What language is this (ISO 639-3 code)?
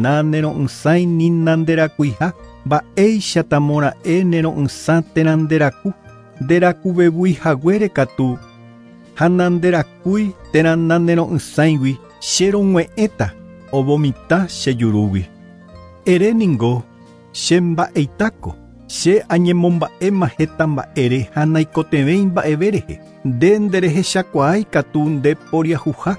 grn